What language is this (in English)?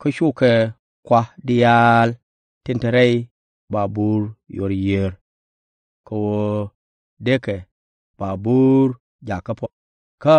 Nuer